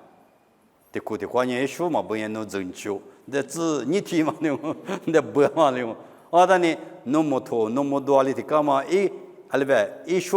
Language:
Lisu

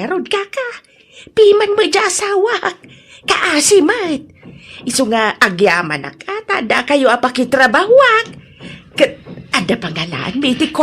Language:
Iloko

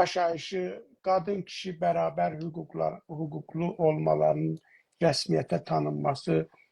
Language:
South Azerbaijani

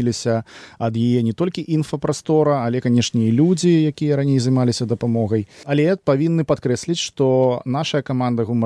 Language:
Belarusian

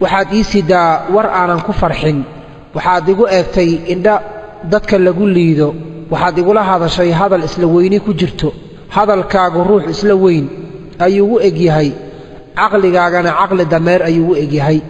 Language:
Somali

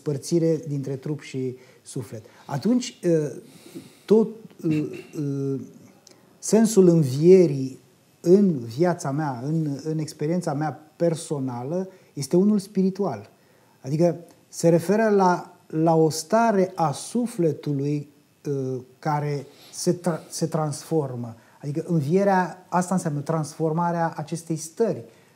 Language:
Romanian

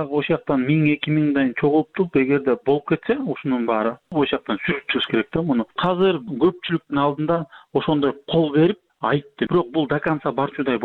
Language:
Kyrgyz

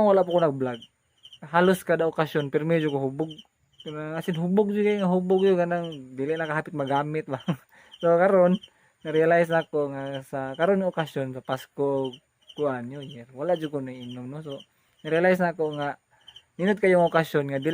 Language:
Cebuano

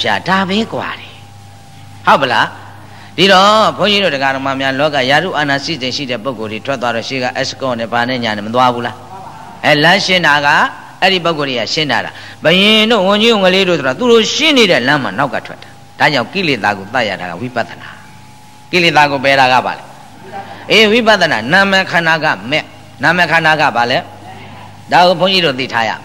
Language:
Burmese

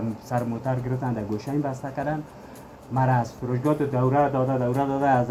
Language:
Persian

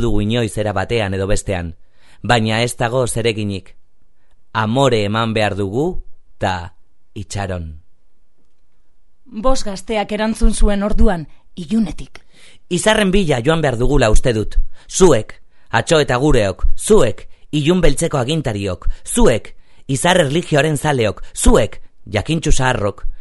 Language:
Basque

